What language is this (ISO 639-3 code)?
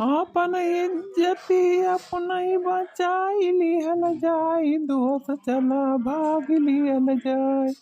awa